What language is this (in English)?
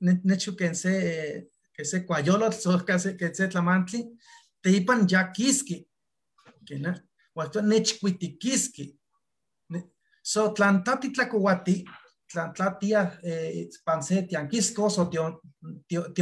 Eastern Huasteca Nahuatl